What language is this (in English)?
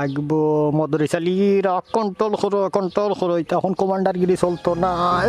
Sylheti